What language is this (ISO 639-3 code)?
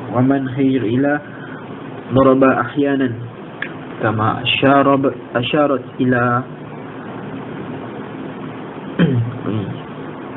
msa